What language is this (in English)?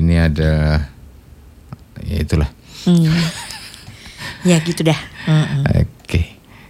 Indonesian